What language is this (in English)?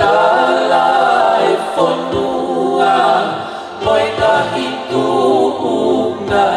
Tongan